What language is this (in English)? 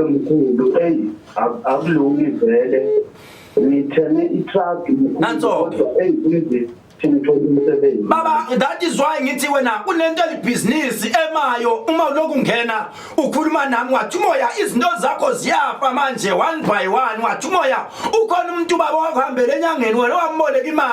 Zulu